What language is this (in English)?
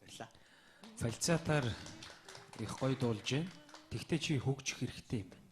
Mongolian